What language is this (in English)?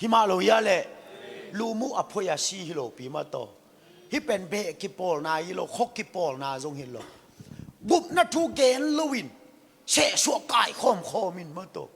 Tedim Chin